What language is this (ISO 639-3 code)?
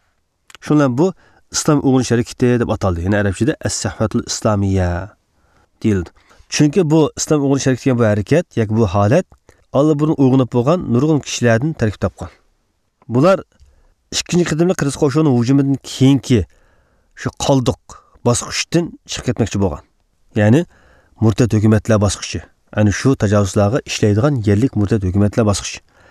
uig